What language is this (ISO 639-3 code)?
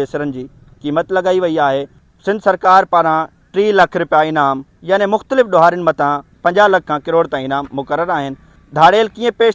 snd